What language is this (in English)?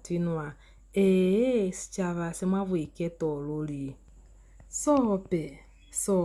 Lozi